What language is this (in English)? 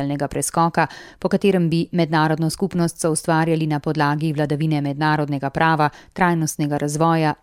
Slovenian